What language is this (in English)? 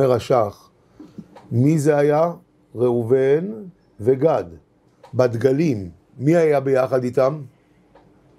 Hebrew